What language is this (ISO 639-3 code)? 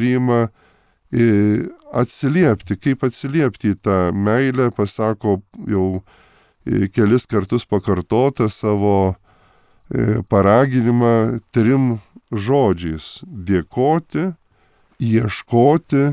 lit